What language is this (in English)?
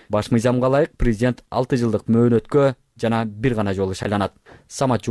Kyrgyz